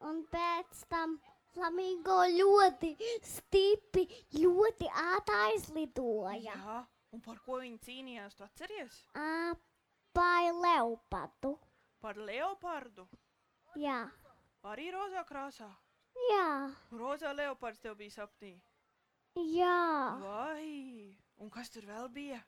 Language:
Latvian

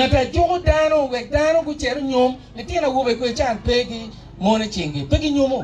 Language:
Acoli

